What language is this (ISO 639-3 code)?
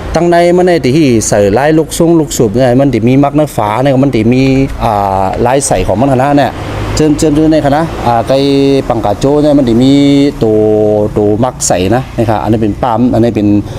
shn